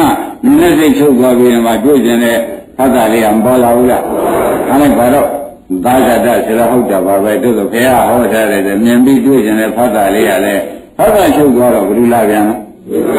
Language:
Burmese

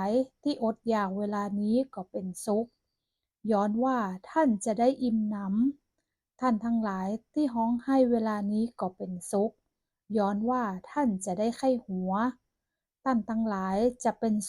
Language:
Northern Thai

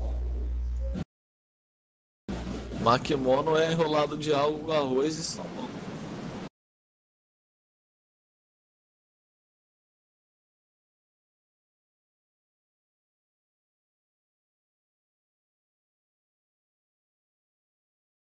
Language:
Portuguese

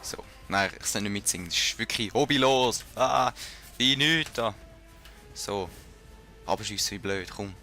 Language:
Swiss German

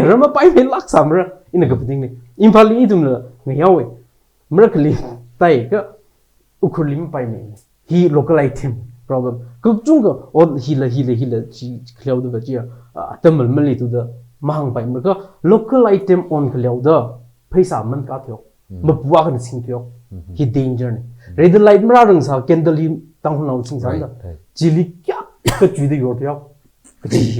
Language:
Tangkhul Naga (India)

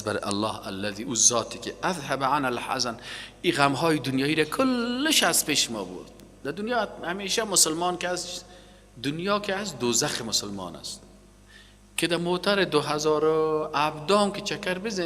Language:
Persian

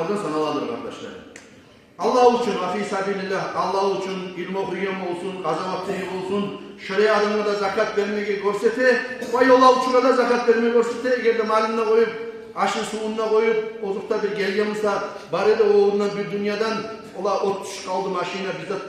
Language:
Kumyk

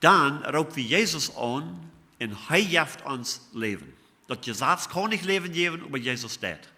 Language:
Plautdietsch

